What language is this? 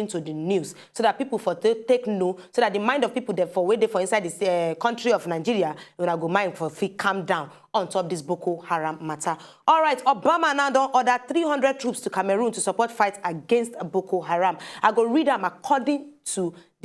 Nigerian Pidgin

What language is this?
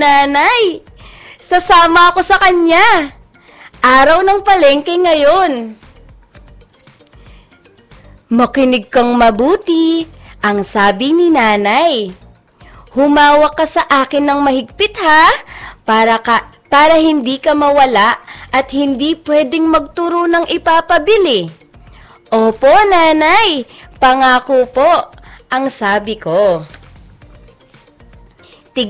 Filipino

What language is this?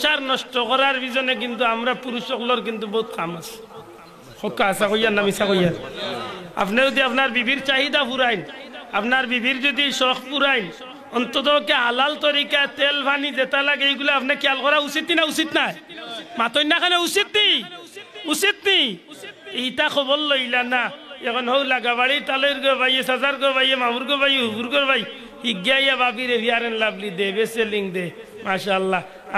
Sylheti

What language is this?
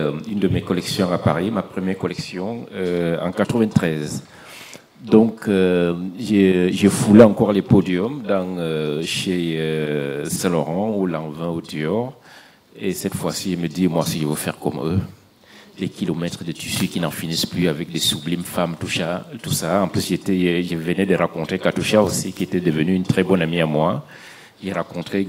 French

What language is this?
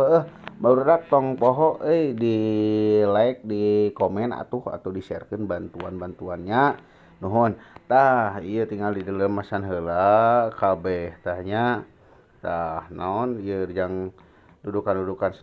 Sundanese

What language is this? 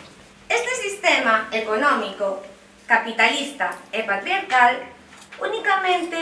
Galician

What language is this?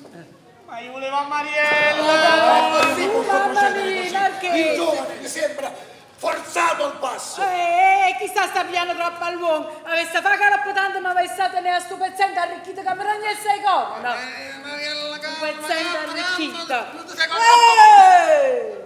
Neapolitan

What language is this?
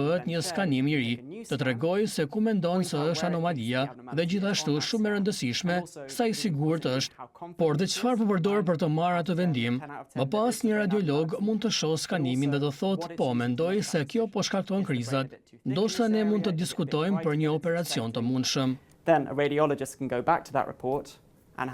Albanian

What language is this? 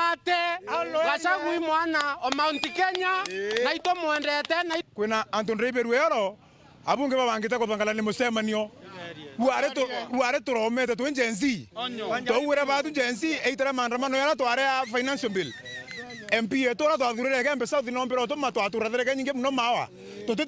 Meru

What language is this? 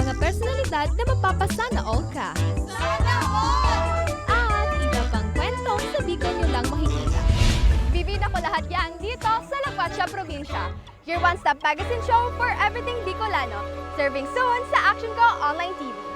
Bikol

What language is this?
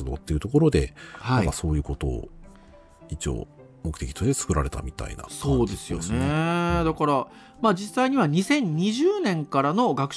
Japanese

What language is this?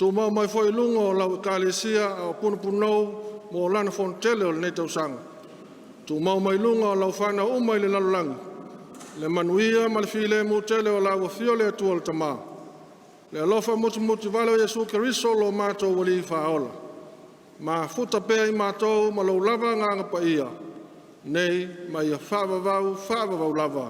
Samoan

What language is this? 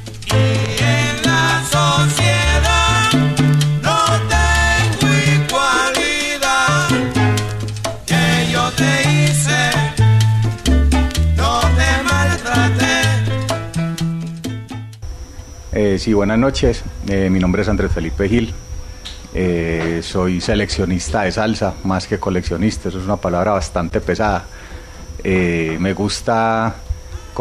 Spanish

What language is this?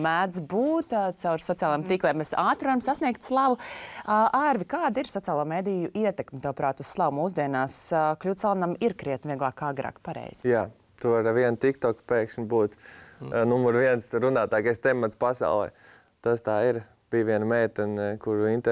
Latvian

